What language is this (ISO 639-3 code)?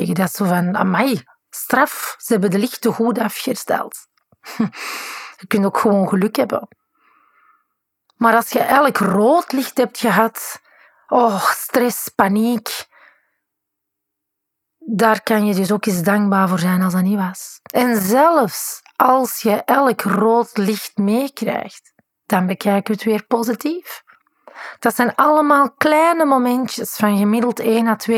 nld